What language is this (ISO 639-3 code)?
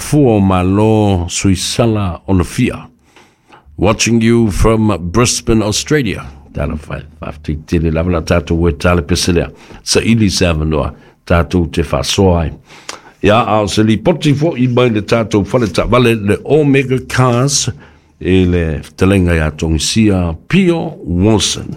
smo